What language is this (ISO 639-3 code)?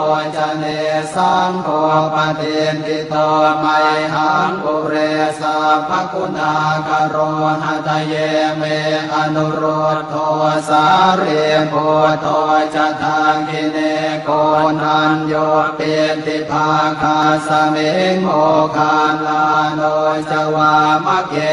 pli